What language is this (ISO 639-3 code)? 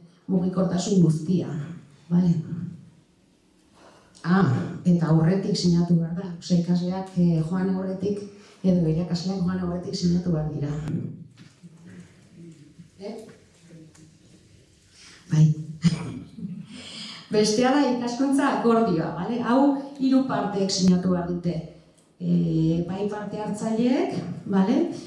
eus